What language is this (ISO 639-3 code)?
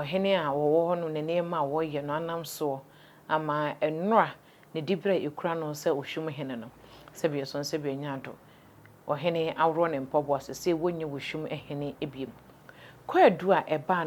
aka